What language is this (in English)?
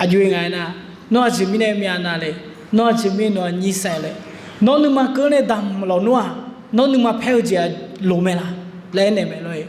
Akha